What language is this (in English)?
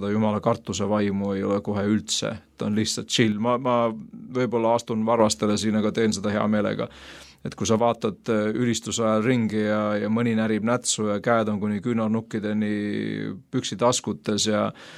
Estonian